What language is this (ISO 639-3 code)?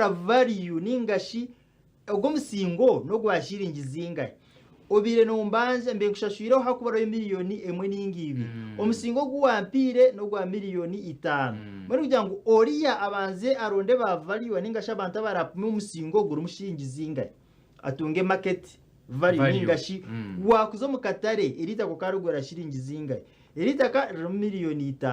nyn